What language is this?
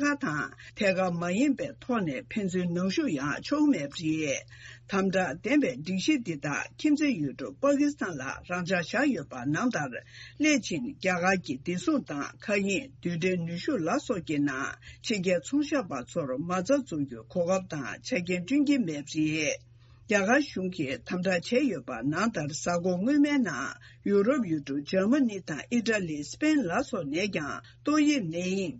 Tibetan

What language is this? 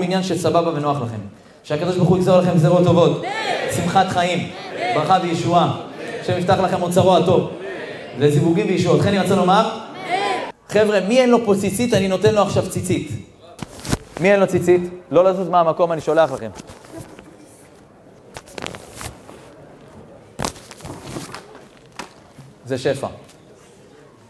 Hebrew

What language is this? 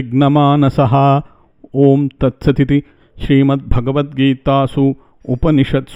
Sanskrit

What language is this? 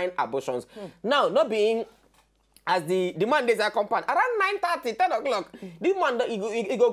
Nigerian Pidgin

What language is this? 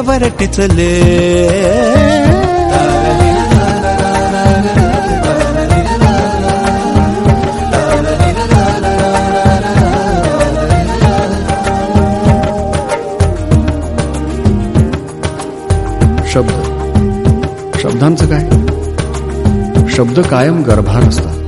Marathi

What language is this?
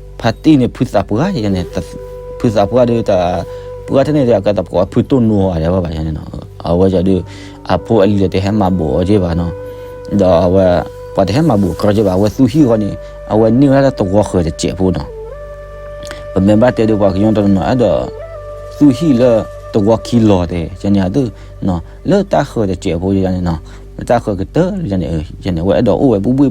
S'gaw Karen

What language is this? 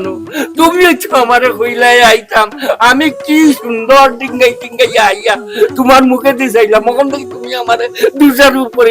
Sylheti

